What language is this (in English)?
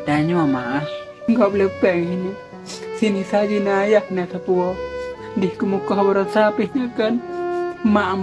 Achinese